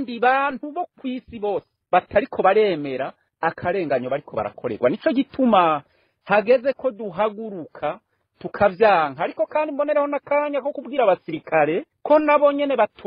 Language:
Rundi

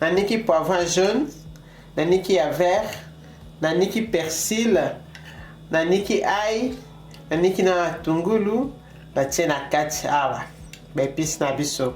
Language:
Lingala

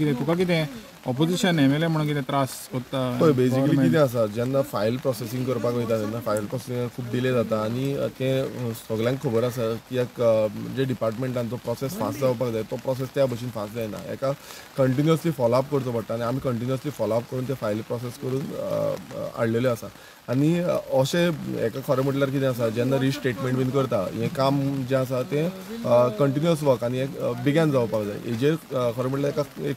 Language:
Konkani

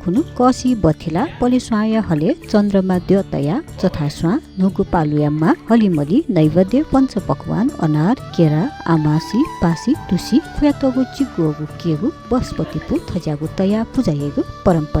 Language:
Newari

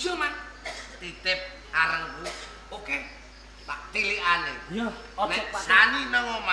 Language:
Javanese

